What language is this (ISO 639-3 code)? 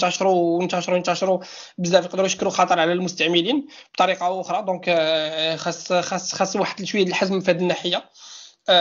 ary